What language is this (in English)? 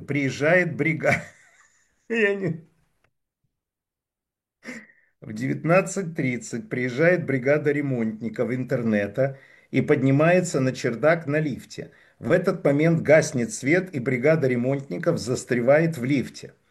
Russian